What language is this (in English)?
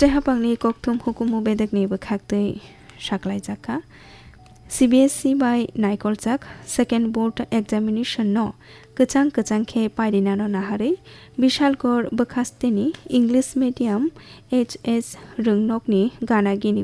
Kok Borok